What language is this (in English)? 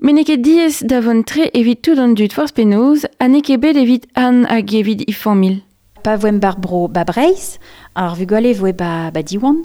Breton